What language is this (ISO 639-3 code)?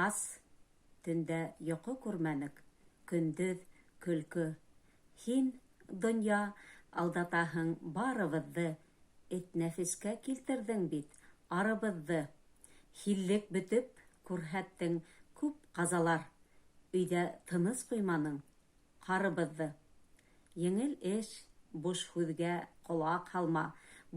bak